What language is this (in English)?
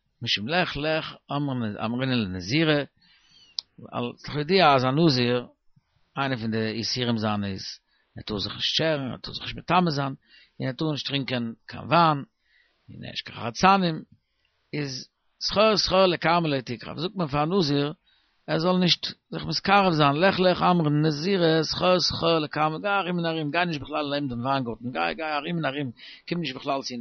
Yiddish